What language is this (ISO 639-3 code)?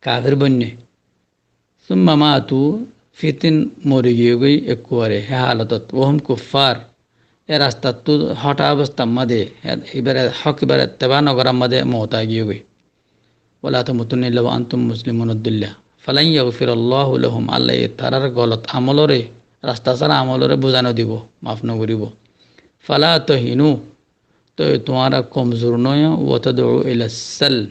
rhg